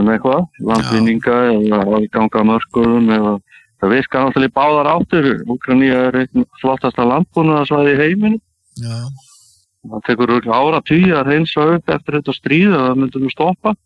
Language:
Icelandic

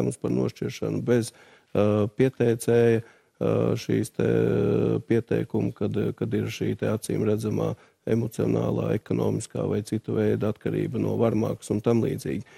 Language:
Latvian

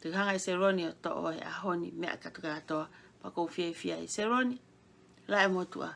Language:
Tongan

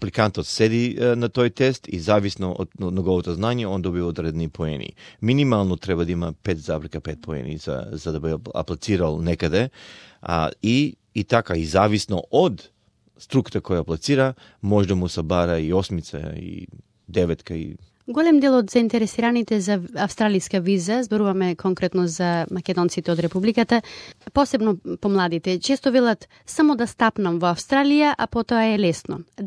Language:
Macedonian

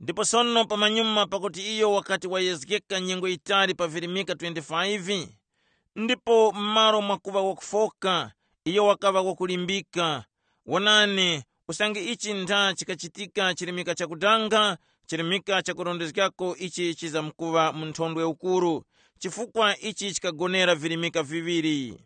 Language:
Tumbuka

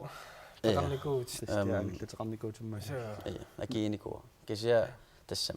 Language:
Kalaallisut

